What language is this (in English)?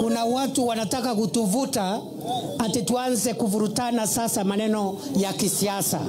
Meru